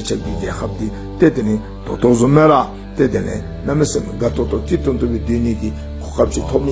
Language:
Dzongkha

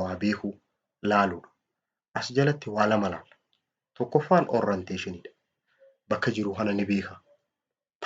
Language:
Oromo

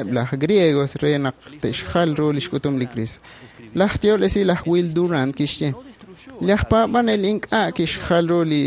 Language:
Kekchí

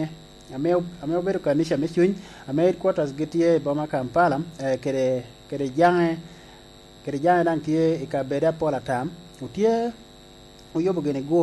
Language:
Lango (Uganda)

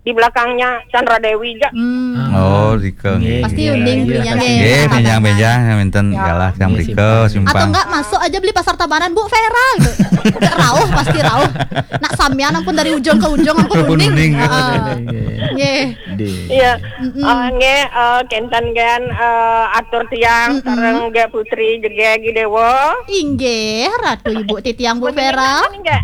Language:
Balinese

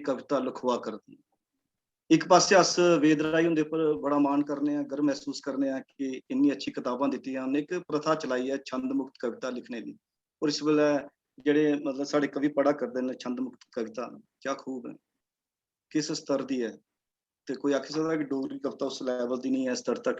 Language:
Dogri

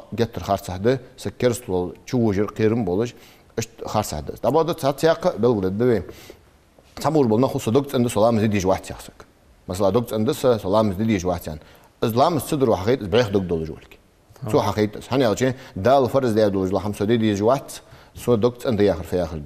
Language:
Ingush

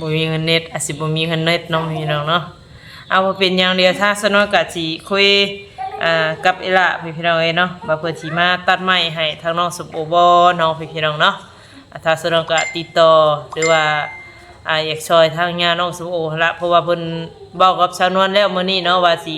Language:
Northeastern Thai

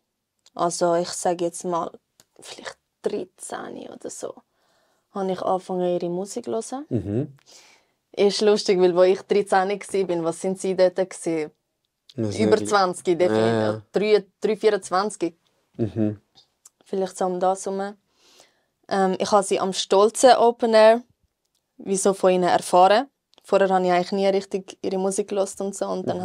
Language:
Swiss German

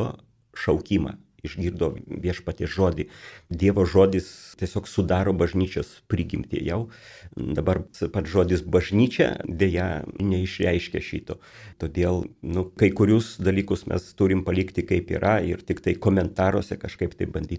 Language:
Lithuanian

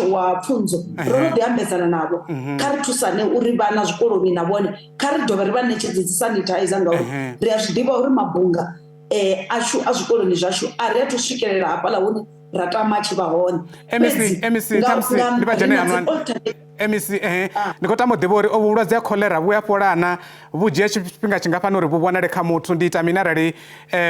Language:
Venda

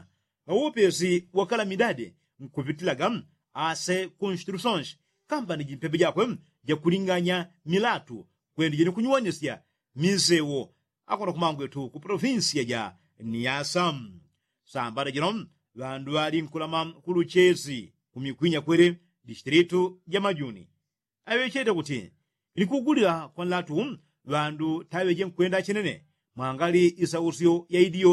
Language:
Yao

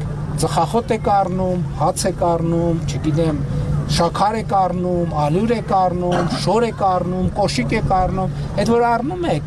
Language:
Armenian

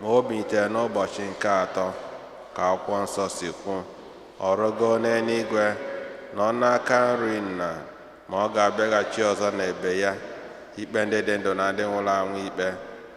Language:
Igbo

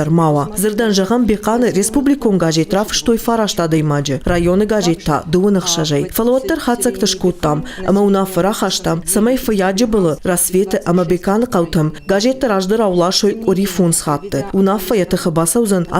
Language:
Ossetic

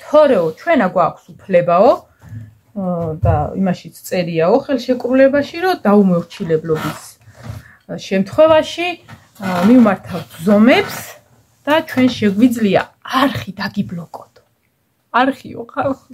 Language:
Georgian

